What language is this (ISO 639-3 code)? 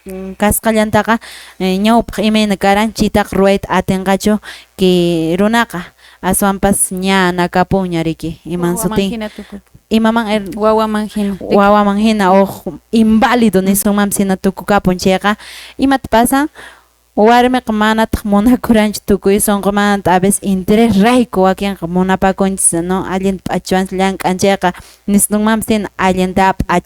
que